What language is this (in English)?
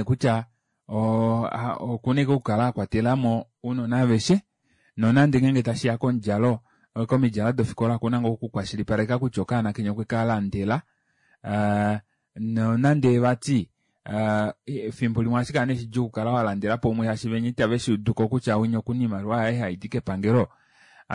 Kuanyama